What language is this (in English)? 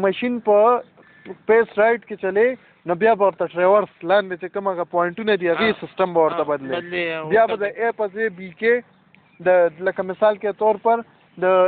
Pashto